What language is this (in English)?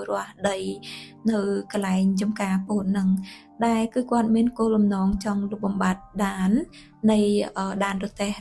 Khmer